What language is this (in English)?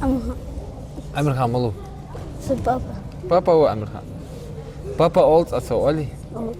Ingush